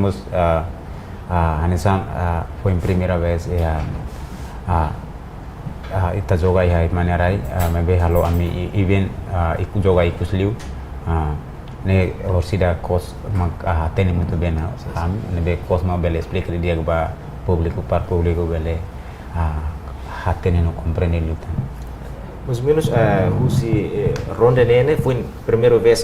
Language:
Tetum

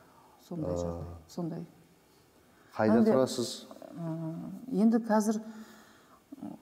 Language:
Kazakh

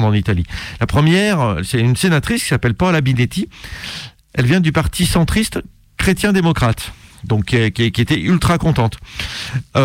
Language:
French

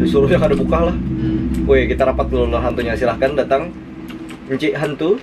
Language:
Banjar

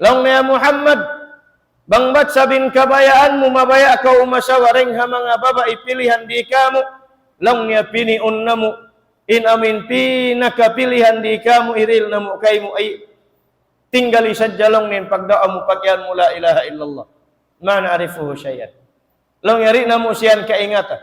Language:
Tausug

